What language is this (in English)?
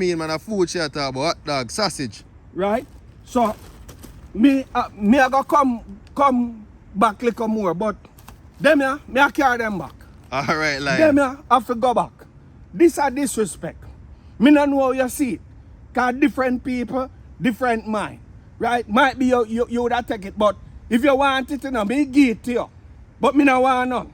Jamaican Creole English